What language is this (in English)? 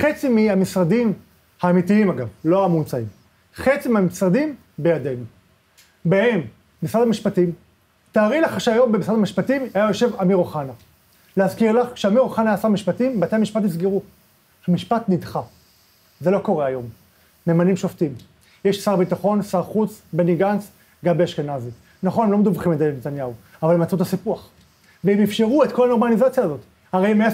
Hebrew